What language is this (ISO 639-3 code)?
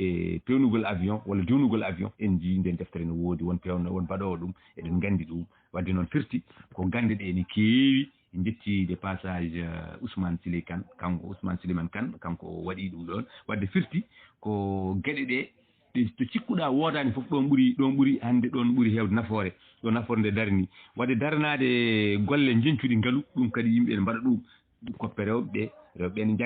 ful